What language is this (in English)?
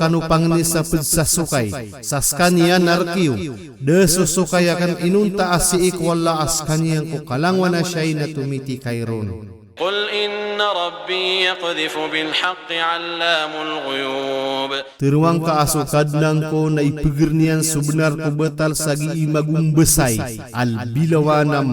Maranao